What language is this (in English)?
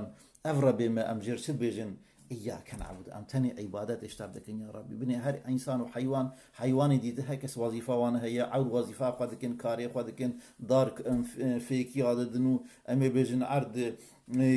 Kurdish